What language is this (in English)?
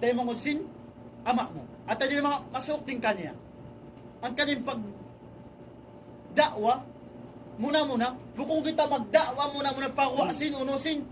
Tausug